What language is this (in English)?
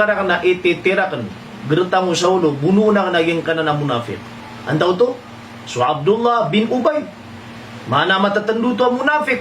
Maranao